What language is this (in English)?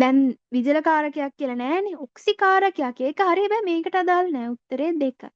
Sinhala